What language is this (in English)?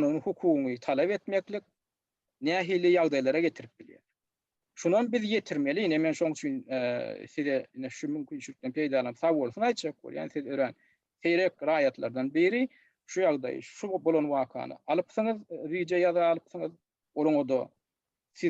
Turkmen